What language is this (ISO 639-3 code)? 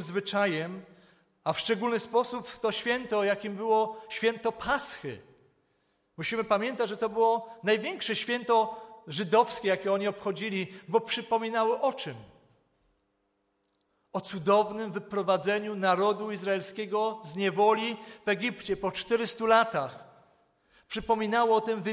pol